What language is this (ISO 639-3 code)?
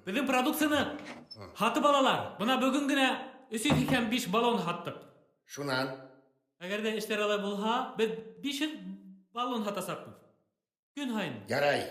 bak